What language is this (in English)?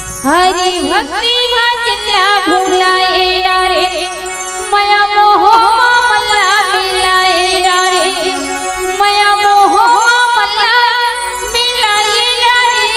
Chhattisgarhi